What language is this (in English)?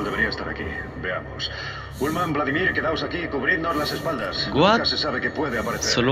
Spanish